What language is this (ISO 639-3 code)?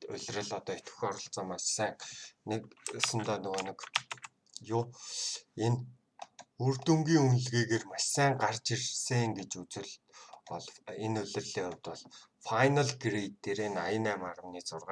mon